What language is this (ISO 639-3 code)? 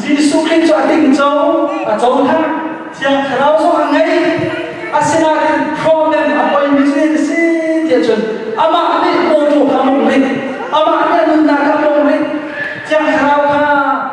cnh